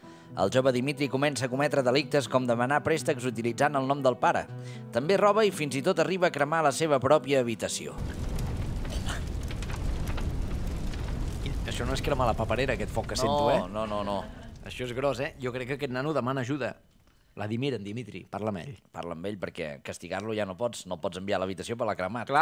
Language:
Catalan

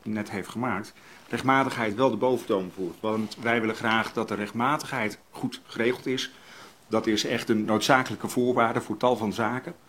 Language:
Dutch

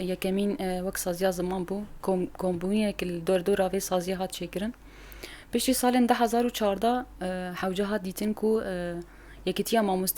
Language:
Kurdish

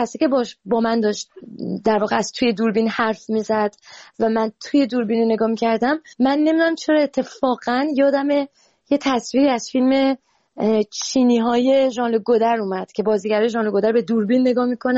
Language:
Persian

